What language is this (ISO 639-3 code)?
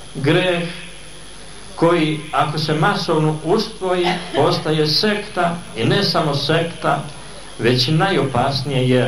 srp